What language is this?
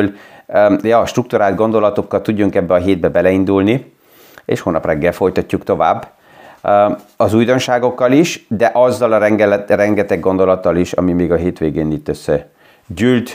Hungarian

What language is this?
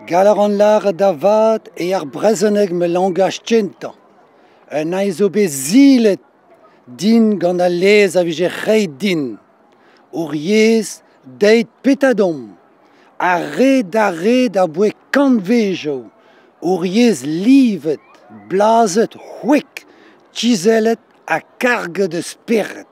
Breton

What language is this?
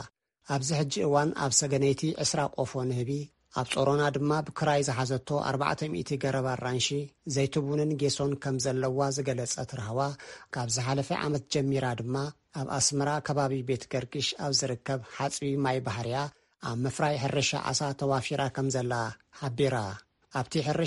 Tigrinya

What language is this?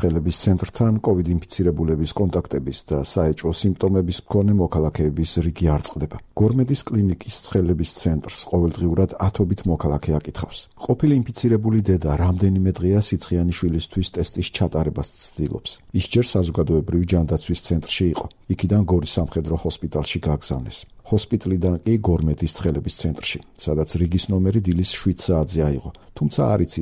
Georgian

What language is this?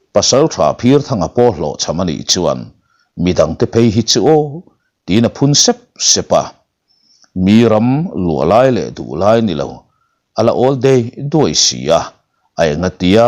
Mizo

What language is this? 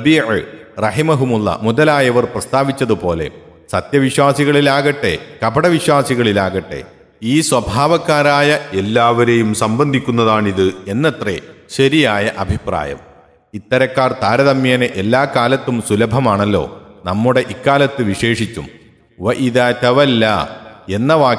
Malayalam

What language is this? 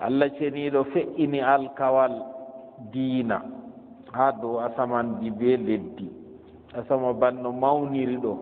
Fula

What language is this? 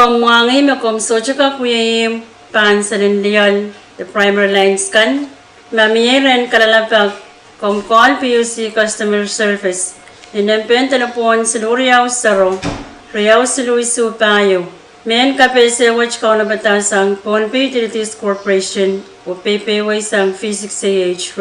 Pohnpeian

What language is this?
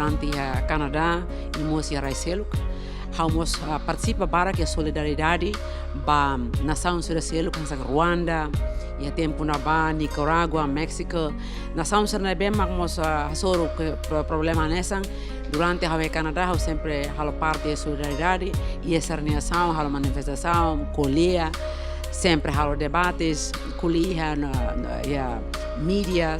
Tetum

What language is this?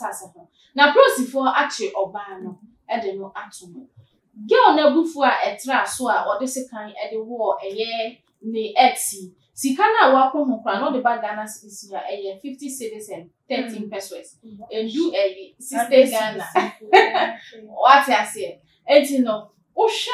Akan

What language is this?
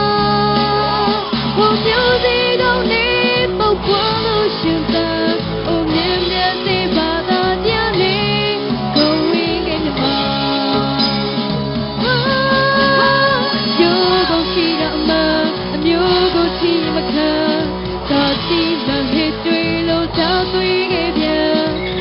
Burmese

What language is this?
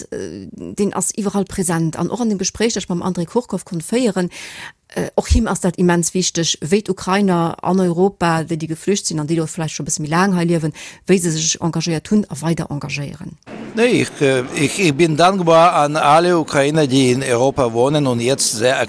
Luxembourgish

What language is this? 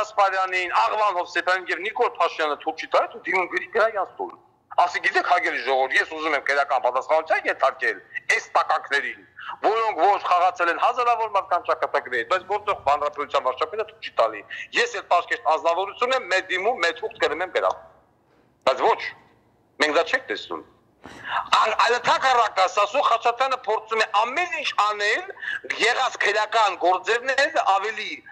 Armenian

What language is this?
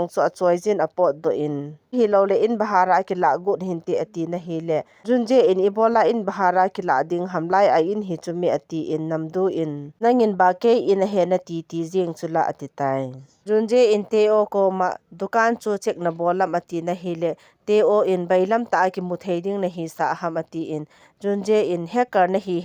Thado Chin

